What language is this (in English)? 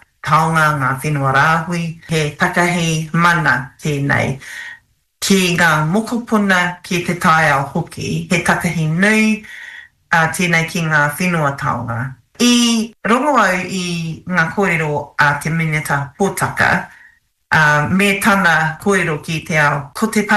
Māori